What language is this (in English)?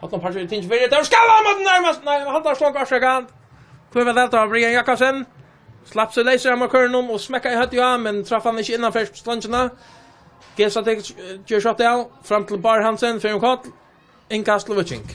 Faroese